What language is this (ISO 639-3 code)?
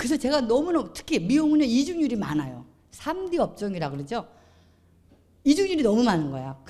kor